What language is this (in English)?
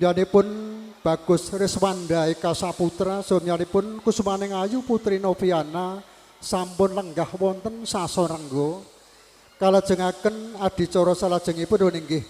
Javanese